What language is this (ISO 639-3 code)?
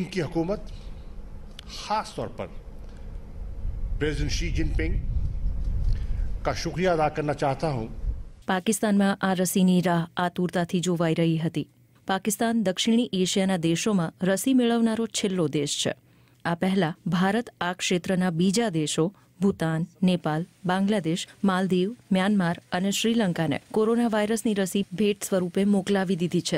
guj